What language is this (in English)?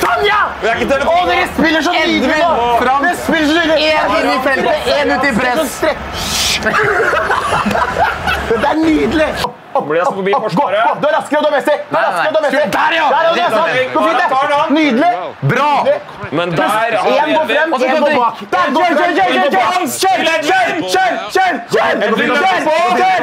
Norwegian